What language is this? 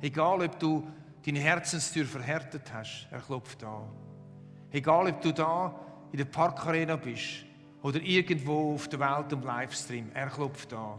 Swiss German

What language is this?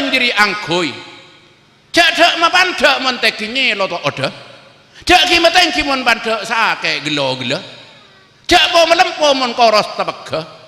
Madurese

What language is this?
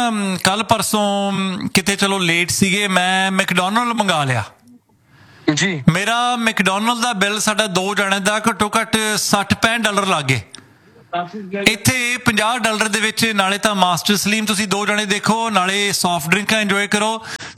Punjabi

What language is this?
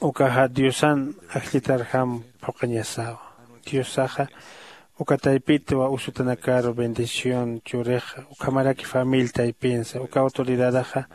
Aymara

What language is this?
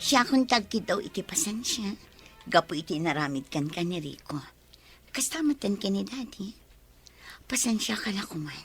Iloko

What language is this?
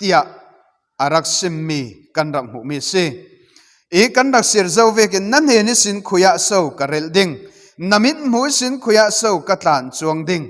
Falam Chin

